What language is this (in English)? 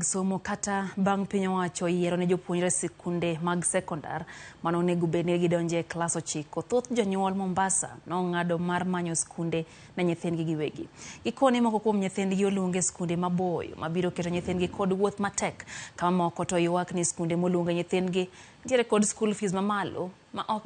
Luo (Kenya and Tanzania)